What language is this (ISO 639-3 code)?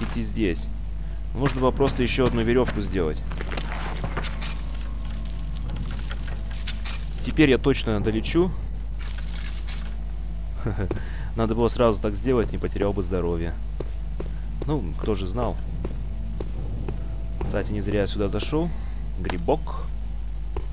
rus